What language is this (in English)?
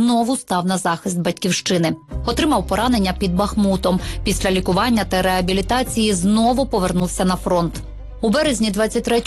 Ukrainian